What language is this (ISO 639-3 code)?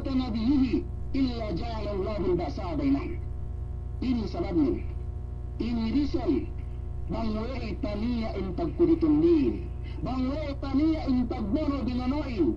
yka